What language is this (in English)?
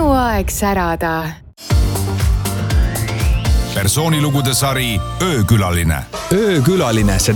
Estonian